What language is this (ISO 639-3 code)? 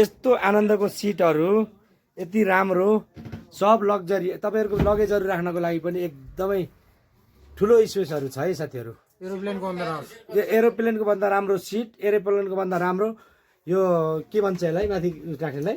nep